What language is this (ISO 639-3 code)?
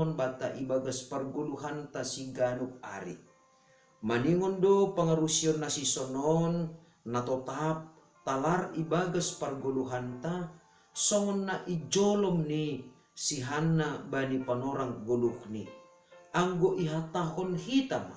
bts